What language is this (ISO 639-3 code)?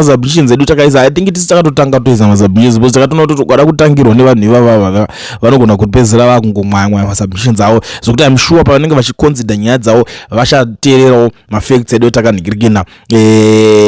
sna